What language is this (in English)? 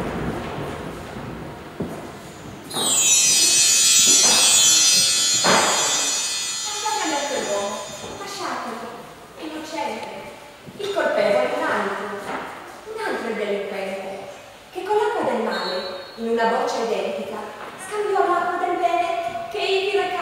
Italian